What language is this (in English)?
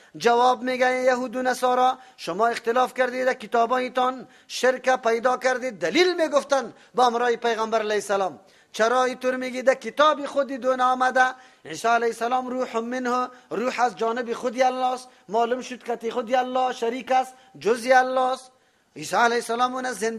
Persian